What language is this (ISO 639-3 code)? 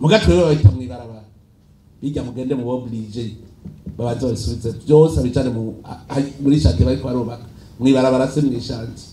run